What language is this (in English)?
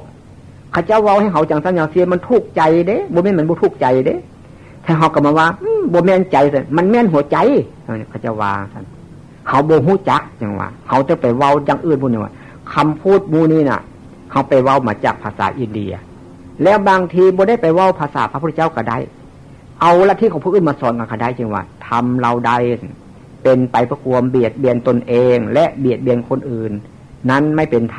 Northeastern Thai